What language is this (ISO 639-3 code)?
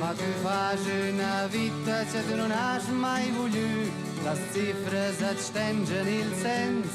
roh